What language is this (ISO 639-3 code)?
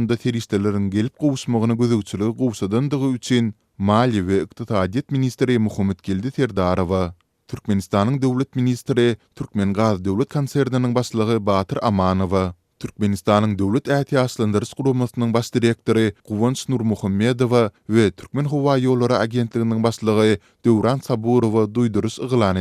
tuk